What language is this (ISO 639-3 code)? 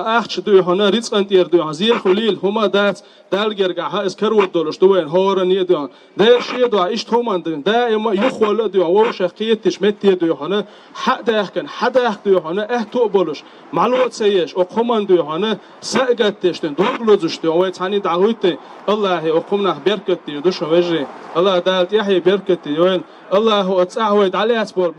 che